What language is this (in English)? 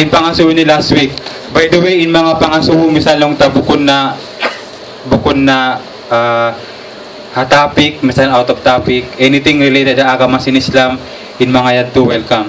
Tausug